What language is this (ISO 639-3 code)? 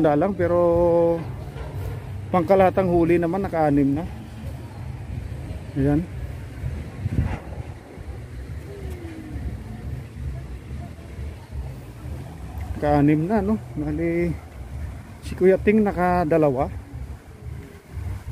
fil